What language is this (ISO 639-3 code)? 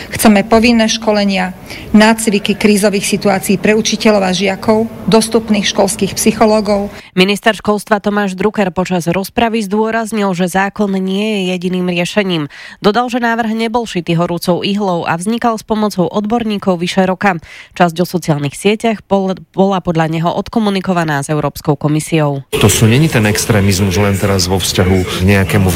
slk